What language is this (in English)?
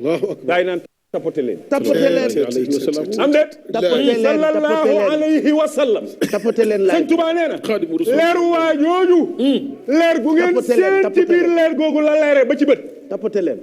Wolof